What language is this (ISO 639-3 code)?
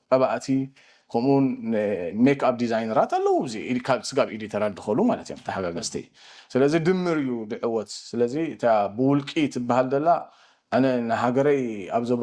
tir